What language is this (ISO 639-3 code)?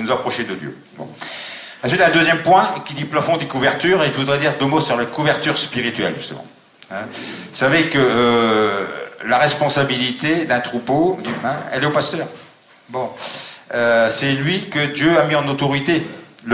fra